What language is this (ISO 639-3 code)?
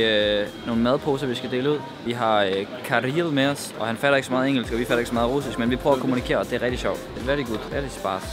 dan